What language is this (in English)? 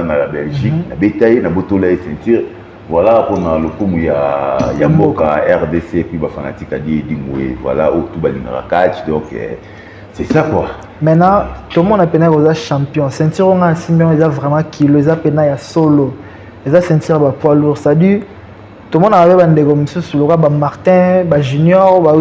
Lingala